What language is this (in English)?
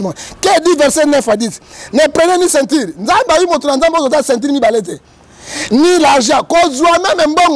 Lingala